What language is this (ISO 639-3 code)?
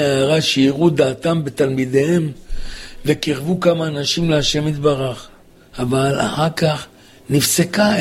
heb